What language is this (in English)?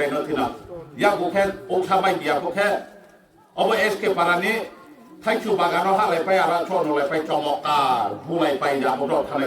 Kok Borok